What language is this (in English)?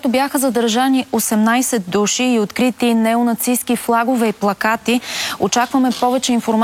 Bulgarian